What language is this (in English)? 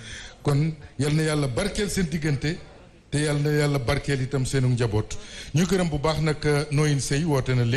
Wolof